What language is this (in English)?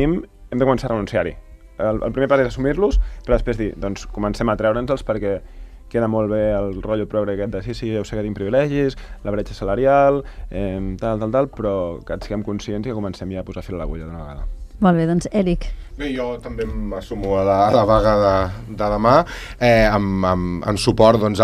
Catalan